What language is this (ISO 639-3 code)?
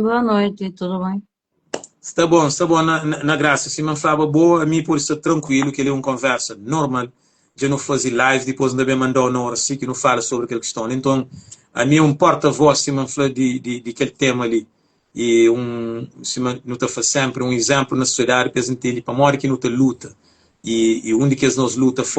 kea